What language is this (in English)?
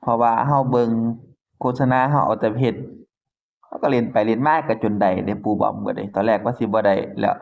Northeastern Thai